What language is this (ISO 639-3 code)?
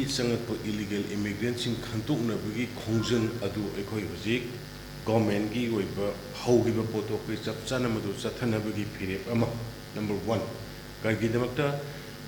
mni